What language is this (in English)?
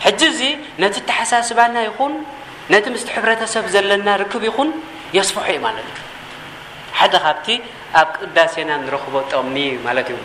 Tigrinya